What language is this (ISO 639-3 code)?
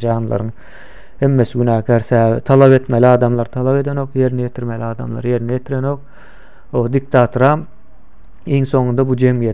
tuk